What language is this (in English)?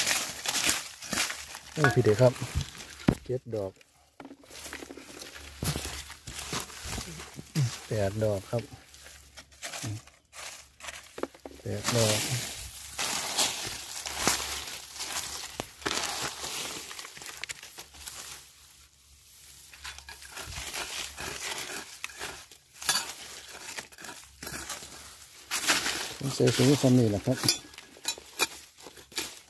Thai